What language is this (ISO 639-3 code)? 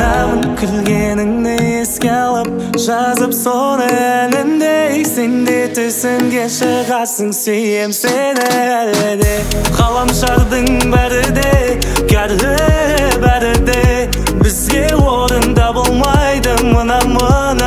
kaz